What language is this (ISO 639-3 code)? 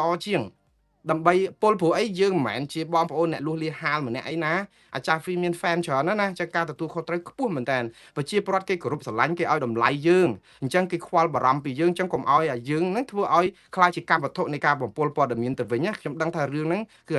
khm